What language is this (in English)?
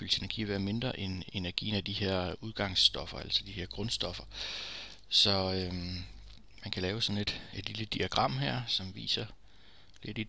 Danish